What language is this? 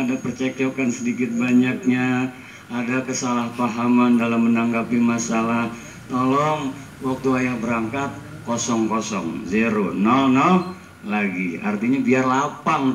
Indonesian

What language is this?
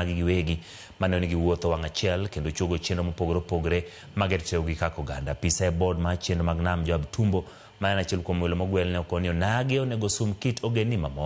Luo (Kenya and Tanzania)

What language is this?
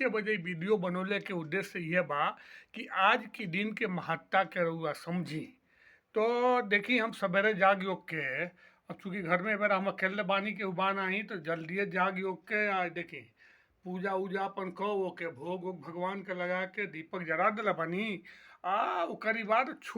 Bhojpuri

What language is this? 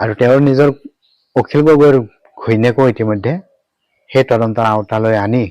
Assamese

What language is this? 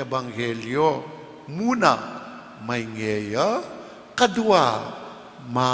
Pampanga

